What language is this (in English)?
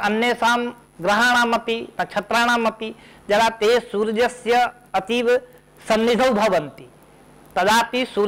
Sanskrit